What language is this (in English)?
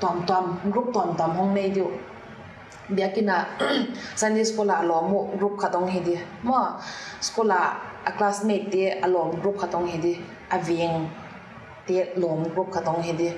Paite Chin